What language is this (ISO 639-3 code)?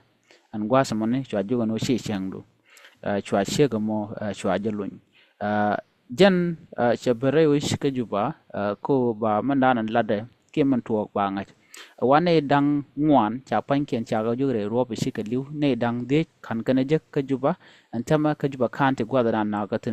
nus